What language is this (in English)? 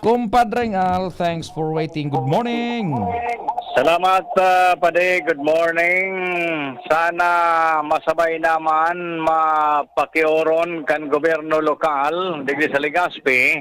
Bikol